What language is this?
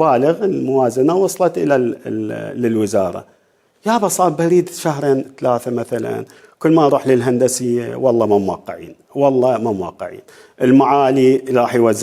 Mesopotamian Arabic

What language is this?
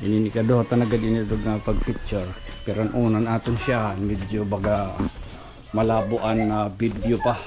Waray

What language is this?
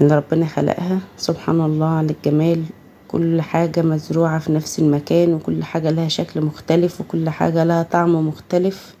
Egyptian Arabic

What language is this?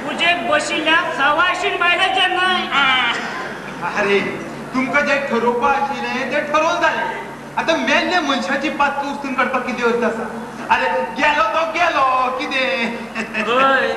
Konkani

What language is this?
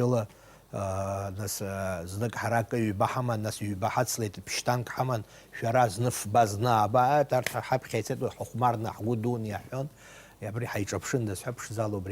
Abkhazian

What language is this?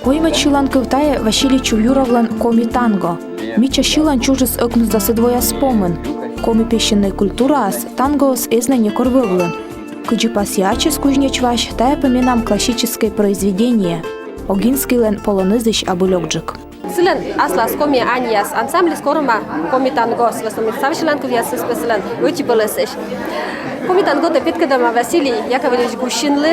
Komi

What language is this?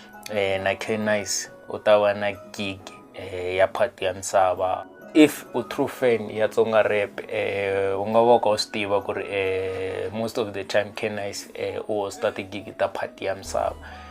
Tsonga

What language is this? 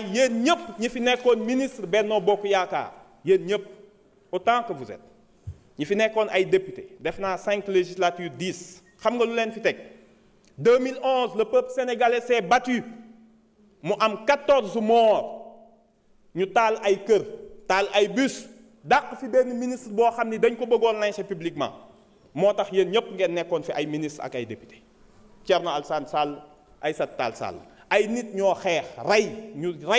Wolof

